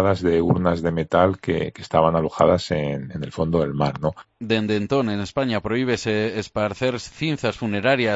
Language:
Galician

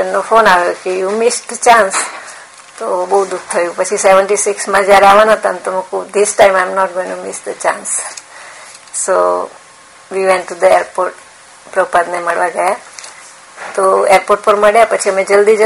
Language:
Gujarati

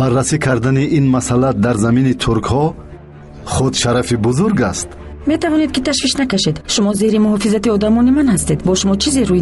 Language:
Tajik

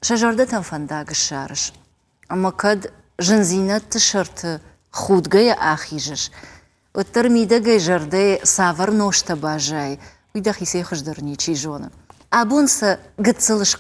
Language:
Ossetic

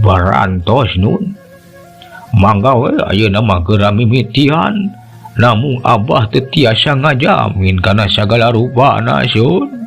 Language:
Sundanese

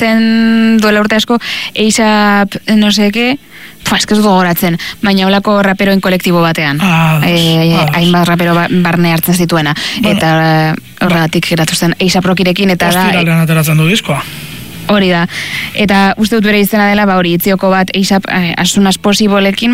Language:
Basque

